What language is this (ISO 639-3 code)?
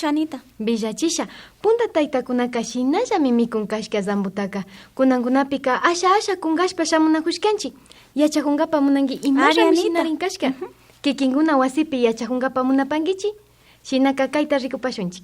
que